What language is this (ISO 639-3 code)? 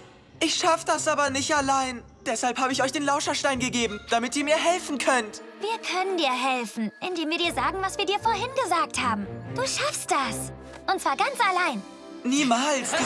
deu